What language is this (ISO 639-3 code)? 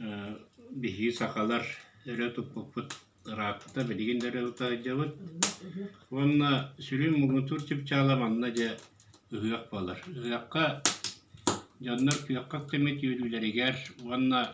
sah